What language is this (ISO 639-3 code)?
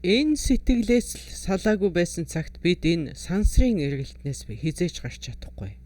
mon